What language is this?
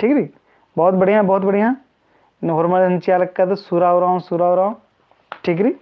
Kurukh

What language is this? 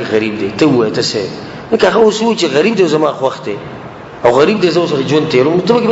Pashto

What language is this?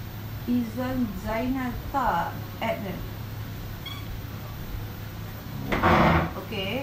Malay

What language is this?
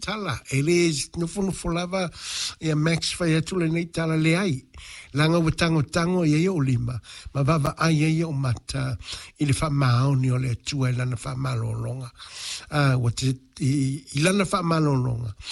Samoan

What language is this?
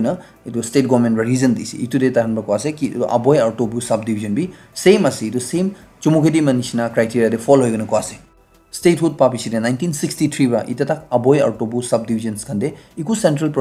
Naga Pidgin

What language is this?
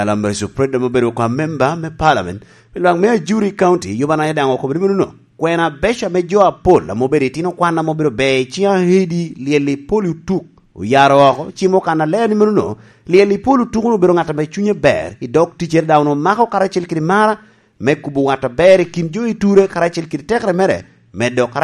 Lango (Uganda)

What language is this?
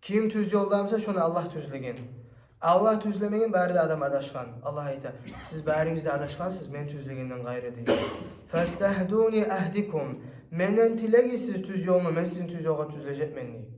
Kumyk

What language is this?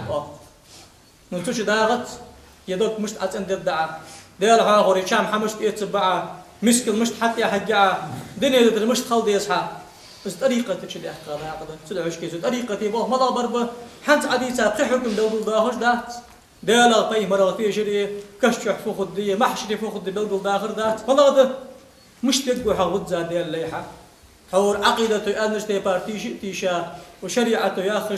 Ingush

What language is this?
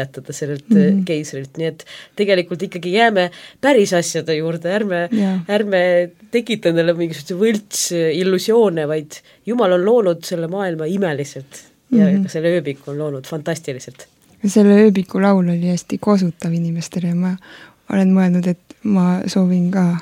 Estonian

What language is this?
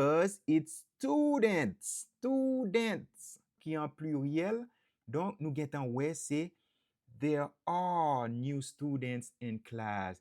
Haitian Creole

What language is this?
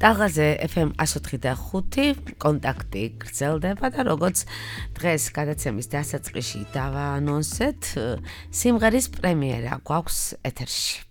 Georgian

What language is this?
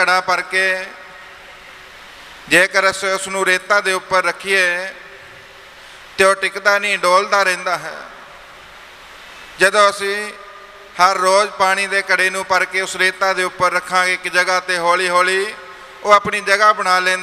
Punjabi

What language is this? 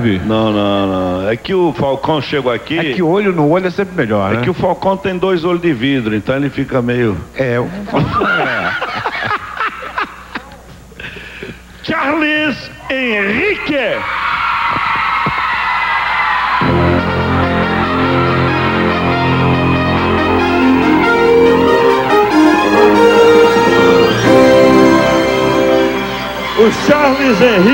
Portuguese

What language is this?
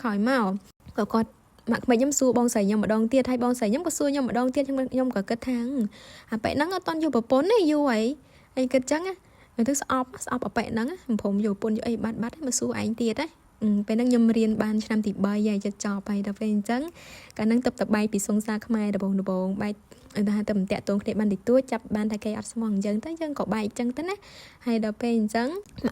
Khmer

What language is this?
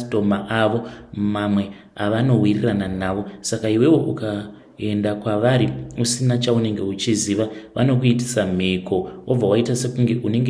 Shona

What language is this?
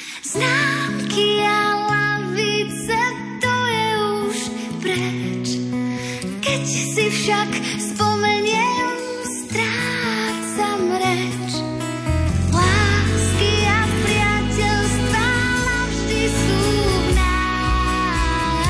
Slovak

